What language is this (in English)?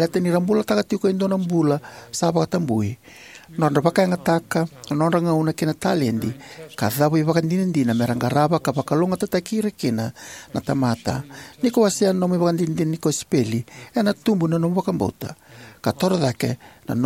Fijian